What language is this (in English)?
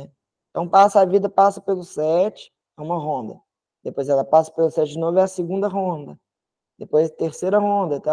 Portuguese